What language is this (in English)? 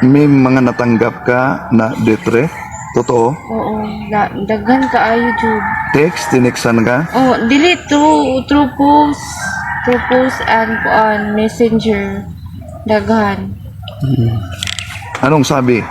Cebuano